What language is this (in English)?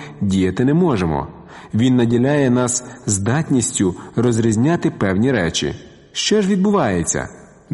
Ukrainian